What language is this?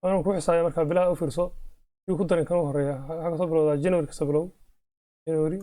Somali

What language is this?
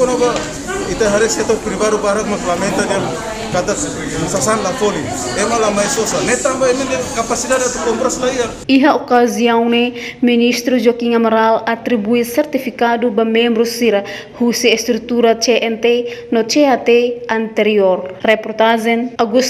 Tetum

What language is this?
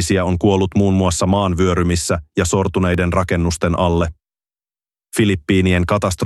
Finnish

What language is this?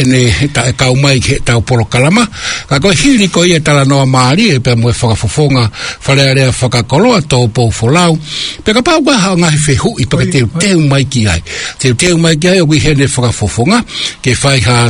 Tongan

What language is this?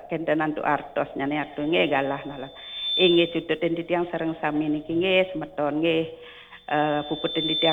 Balinese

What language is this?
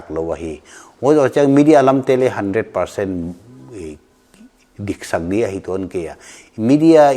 Paite Chin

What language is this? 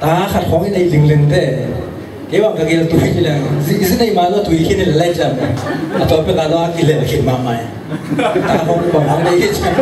Tedim Chin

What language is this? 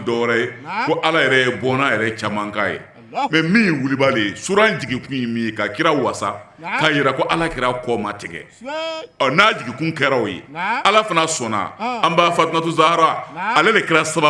Bambara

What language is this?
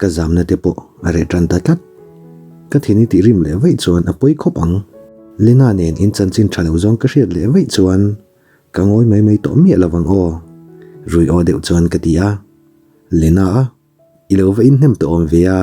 Mizo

